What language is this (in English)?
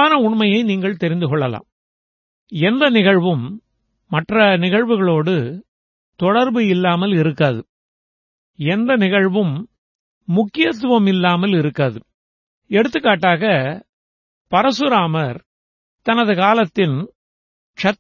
Tamil